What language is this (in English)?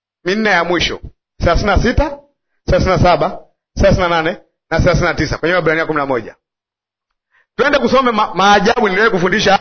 Swahili